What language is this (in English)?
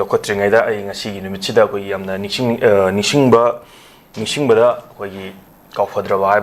Manipuri